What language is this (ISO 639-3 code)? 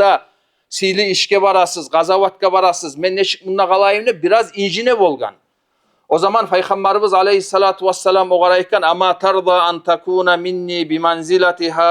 kum